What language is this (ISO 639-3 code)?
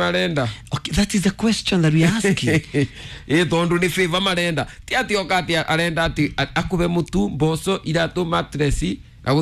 kik